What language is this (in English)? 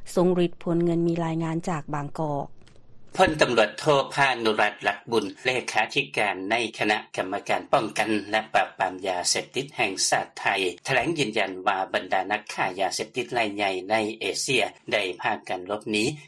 Lao